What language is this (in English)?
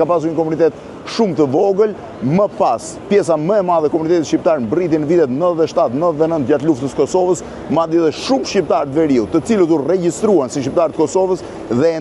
Albanian